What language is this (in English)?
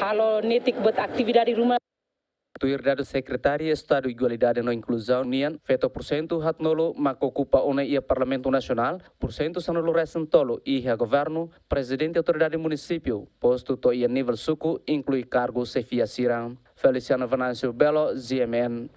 Tetum